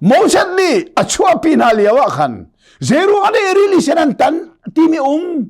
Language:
Hakha Chin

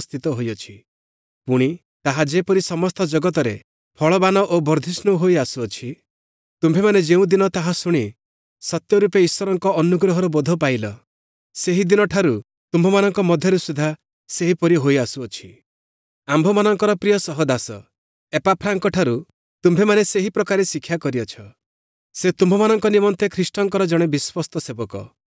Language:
Odia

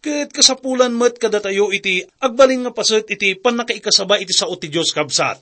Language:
Iloko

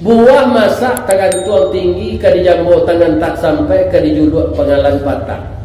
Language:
Minangkabau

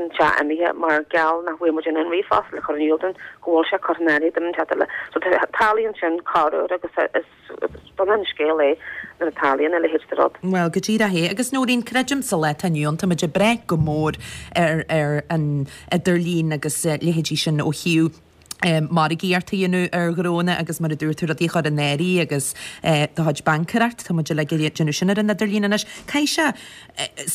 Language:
Irish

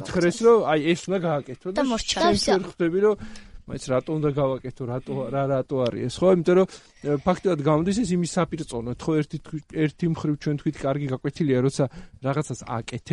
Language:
Georgian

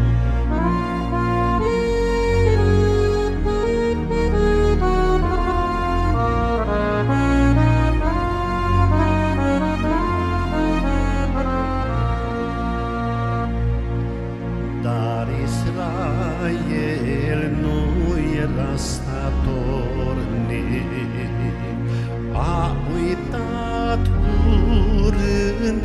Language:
Romanian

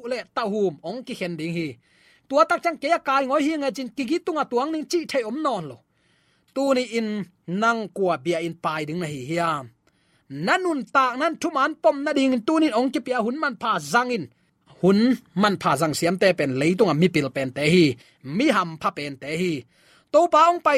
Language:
Tedim Chin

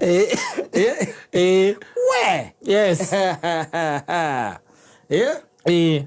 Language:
Kikuyu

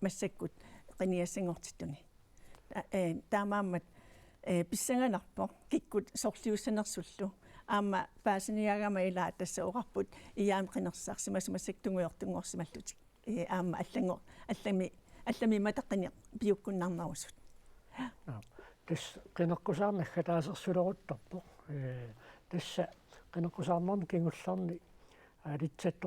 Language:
Kalaallisut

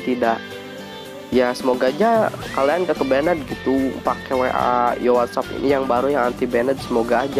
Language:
Indonesian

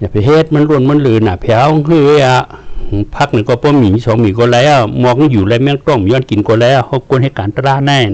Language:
Shan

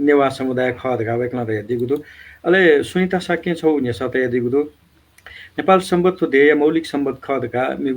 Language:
Newari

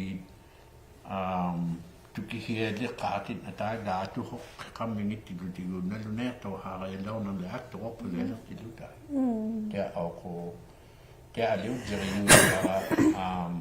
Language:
Inuktitut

